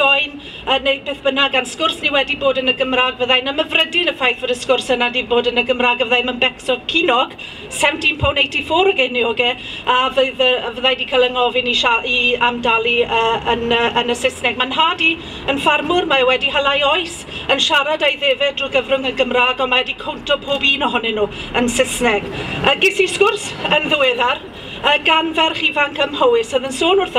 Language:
Welsh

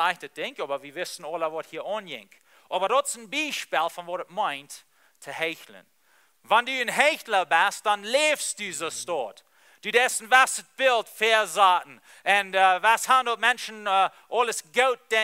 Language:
Plautdietsch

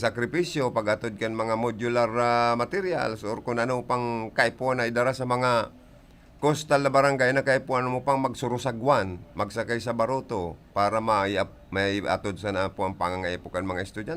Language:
Bikol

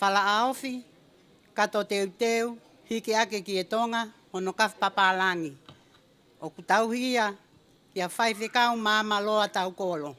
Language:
Tongan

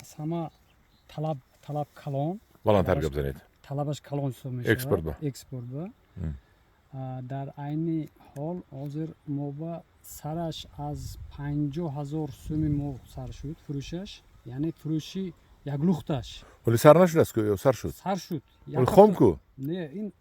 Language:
Tajik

